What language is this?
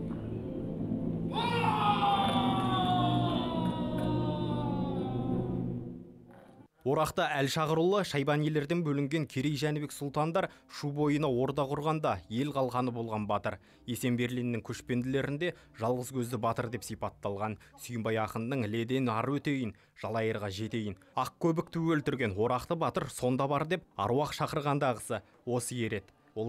Kazakh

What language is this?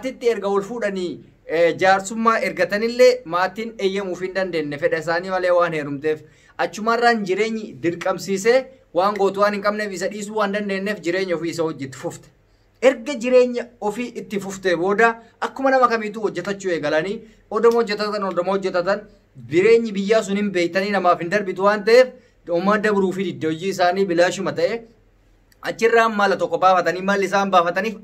Oromo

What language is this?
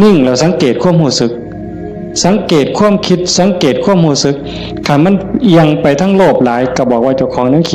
Northeastern Thai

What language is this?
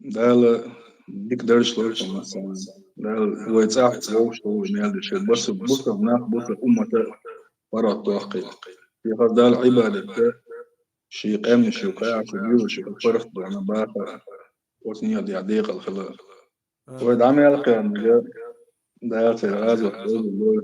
Chechen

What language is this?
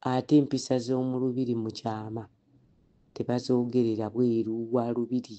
Ganda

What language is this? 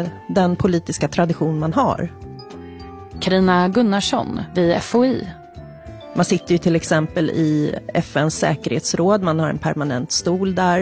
Swedish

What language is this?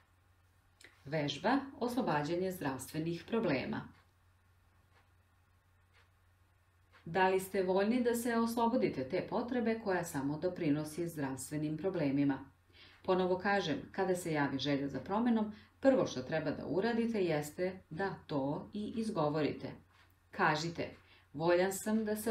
Serbian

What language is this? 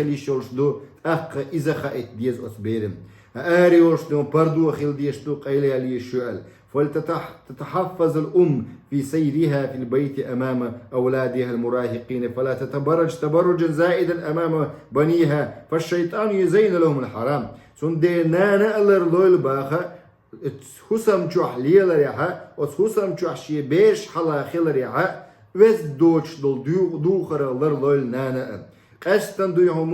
Chechen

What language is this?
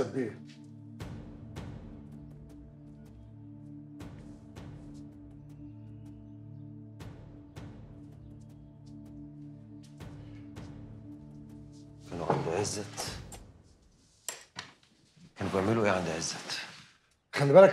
Egyptian Arabic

